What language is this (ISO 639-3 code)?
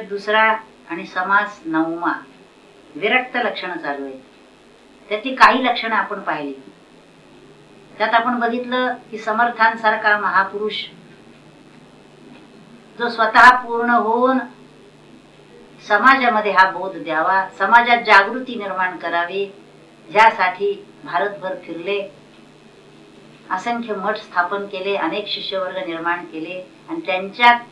mar